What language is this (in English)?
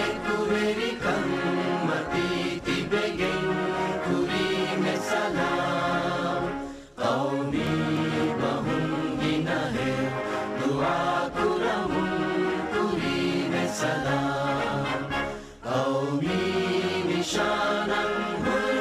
Divehi